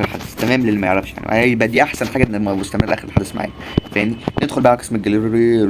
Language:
Egyptian Arabic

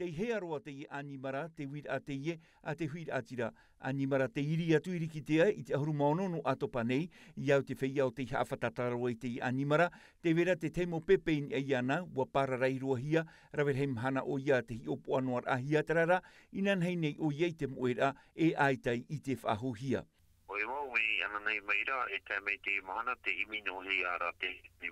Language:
Tahitian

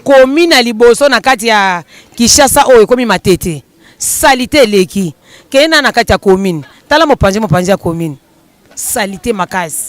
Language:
Lingala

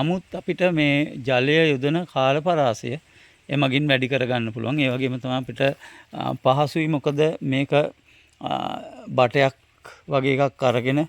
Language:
Sinhala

